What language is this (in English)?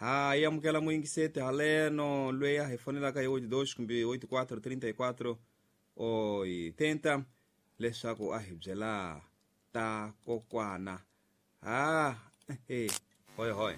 Tsonga